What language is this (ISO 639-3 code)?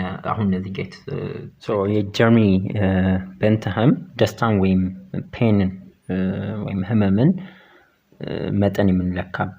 amh